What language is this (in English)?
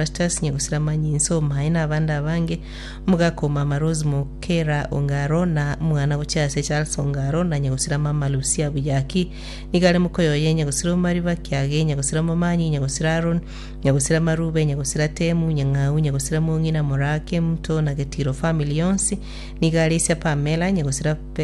Gusii